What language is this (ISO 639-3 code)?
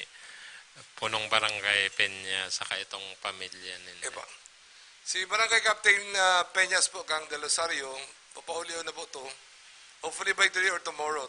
bik